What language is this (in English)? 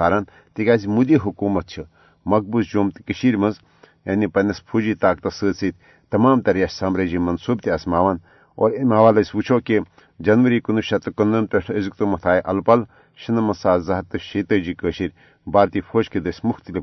Kashmiri